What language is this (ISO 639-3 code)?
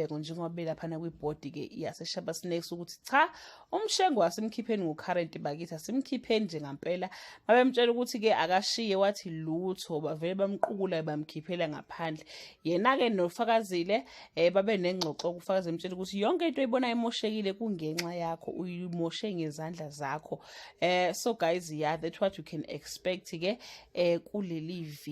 zul